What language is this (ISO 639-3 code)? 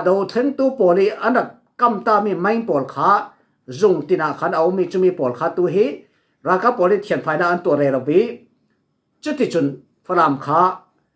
cfm